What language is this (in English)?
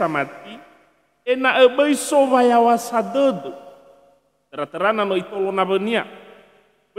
Nias